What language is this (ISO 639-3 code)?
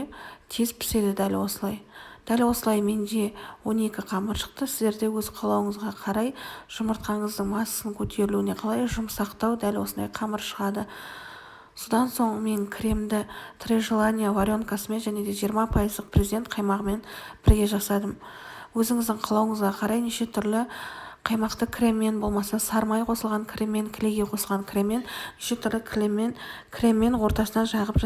kaz